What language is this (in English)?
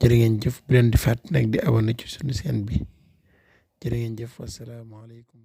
Wolof